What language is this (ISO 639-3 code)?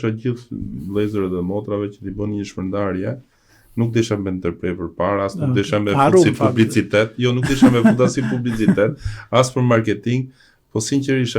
sqi